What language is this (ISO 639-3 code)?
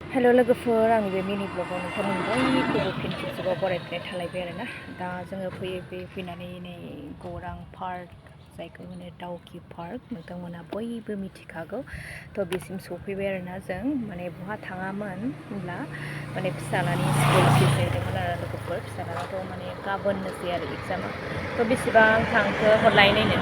brx